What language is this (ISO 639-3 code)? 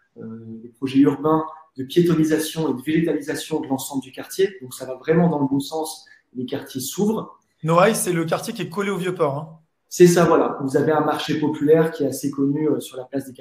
fra